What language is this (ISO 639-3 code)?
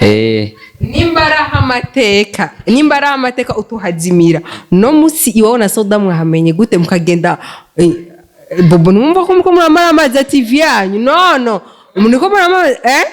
run